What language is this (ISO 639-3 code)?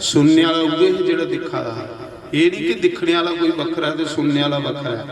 doi